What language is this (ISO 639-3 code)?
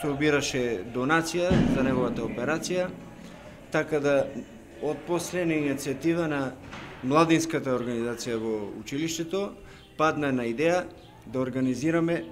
mkd